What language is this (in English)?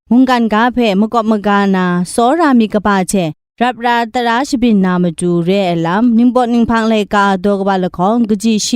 Kachin